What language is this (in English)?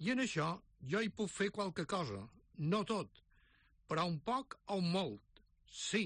Catalan